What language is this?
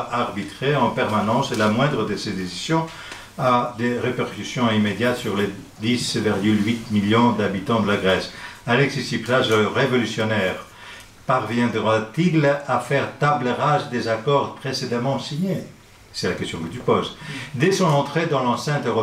French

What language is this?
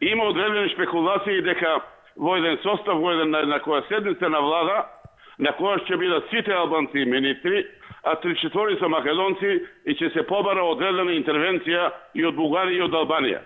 Macedonian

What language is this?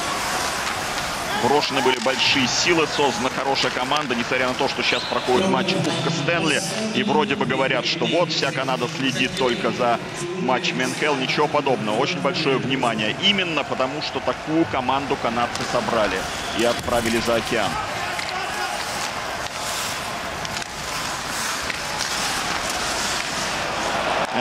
Russian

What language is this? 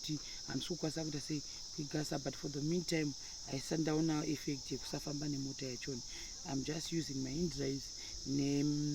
Shona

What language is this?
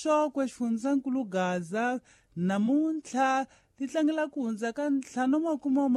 Tsonga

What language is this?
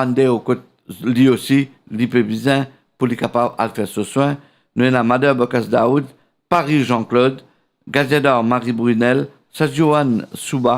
Morisyen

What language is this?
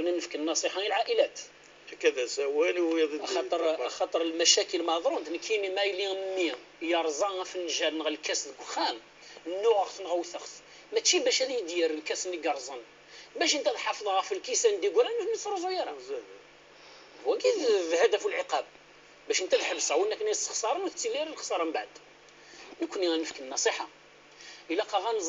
Kabyle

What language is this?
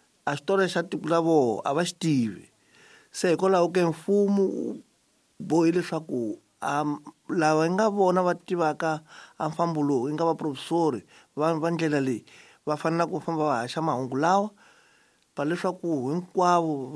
Tsonga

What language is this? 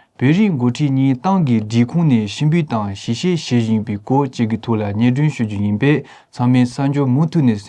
Tibetan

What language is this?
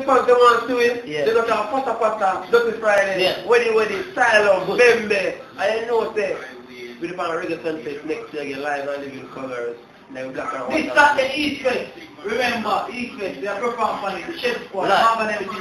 Jamaican Creole English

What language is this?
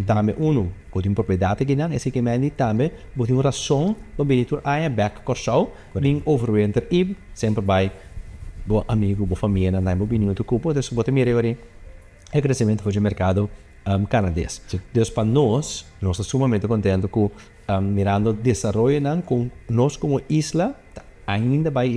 Papiamento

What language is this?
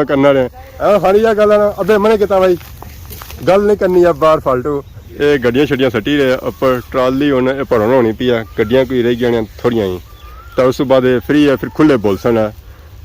Pahari-Potwari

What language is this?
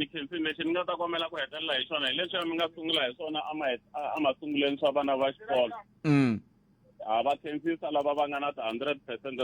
Tsonga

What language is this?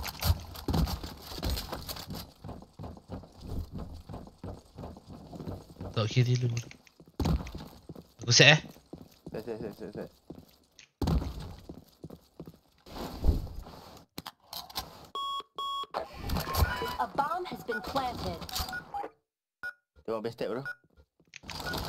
Malay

